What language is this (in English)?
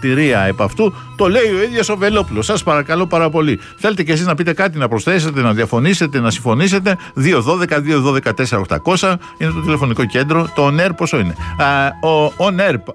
Greek